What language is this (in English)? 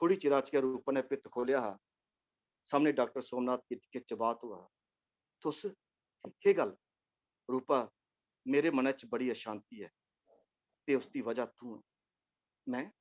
Dogri